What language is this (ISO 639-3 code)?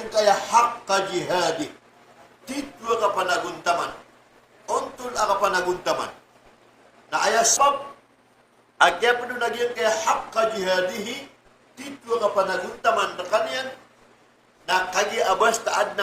mrw